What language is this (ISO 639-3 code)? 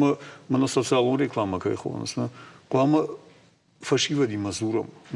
oss